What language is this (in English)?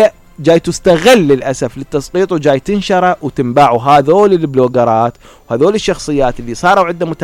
Mesopotamian Arabic